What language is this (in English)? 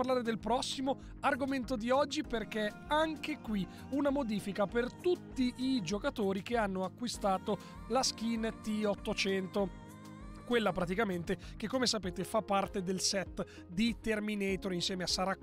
Italian